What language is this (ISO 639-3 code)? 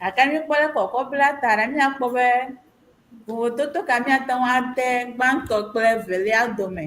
ewe